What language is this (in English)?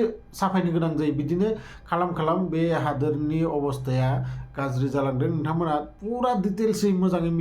Bodo